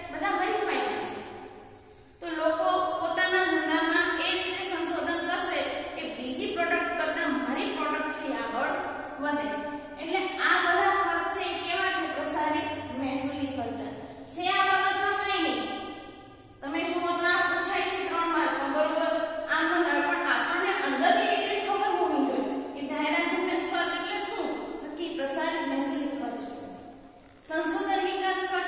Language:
Gujarati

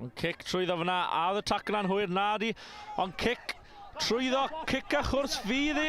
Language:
Welsh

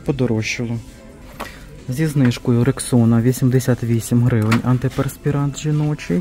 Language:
Ukrainian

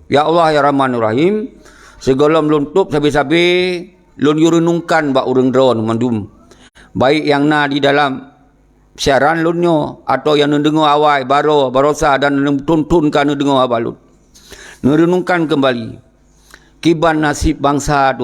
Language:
Achinese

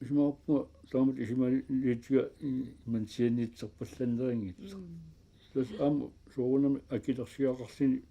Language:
Kalaallisut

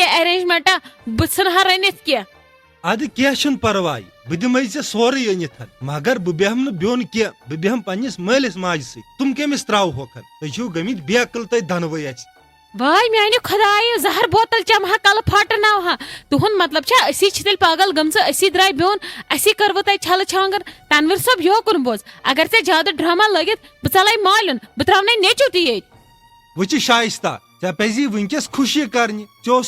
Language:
Kashmiri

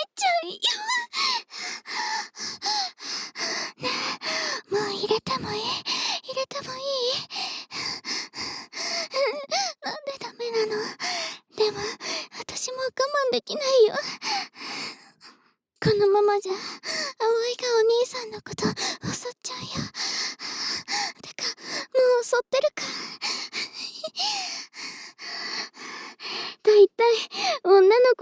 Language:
Japanese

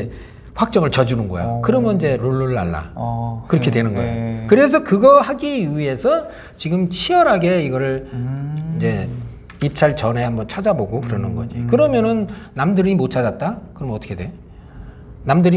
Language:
Korean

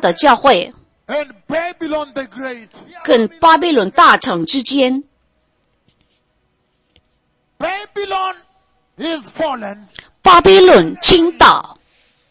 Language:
Chinese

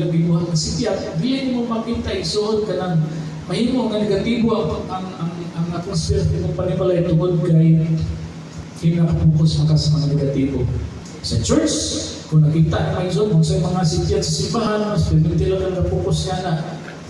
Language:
Cebuano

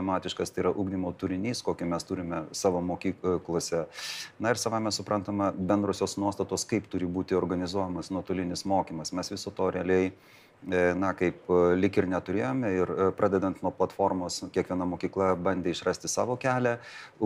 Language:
Lithuanian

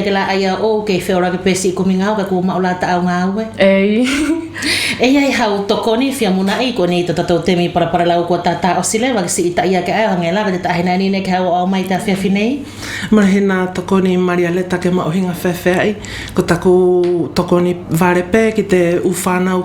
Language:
Wallisian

